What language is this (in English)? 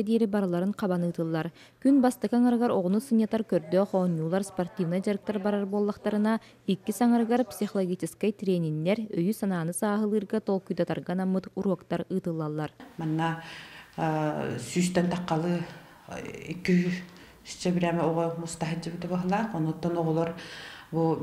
Yakut